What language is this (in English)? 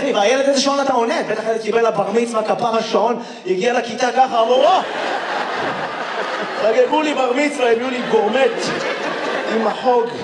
Hebrew